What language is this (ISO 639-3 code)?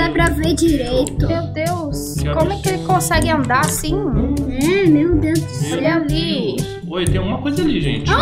por